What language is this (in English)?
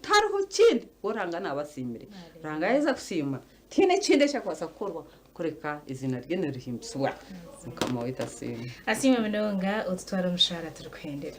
Nyankole